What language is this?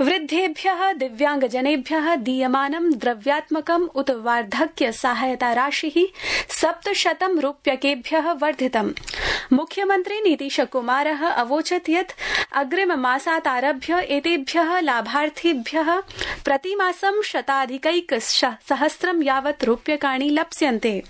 Sanskrit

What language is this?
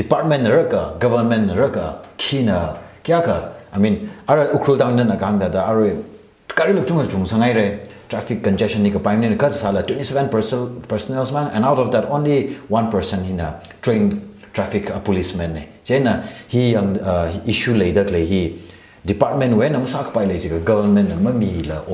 Tangkhul Naga (India)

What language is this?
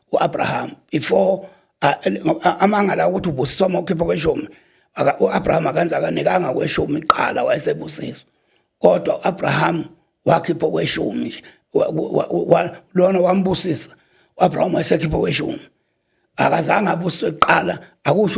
Zulu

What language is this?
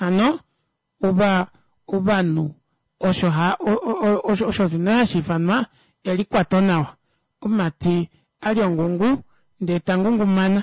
Kuanyama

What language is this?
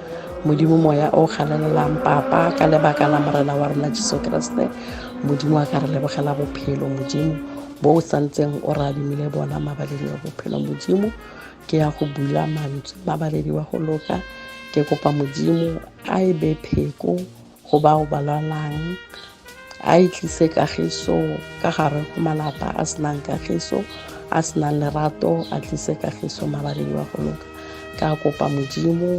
Tswana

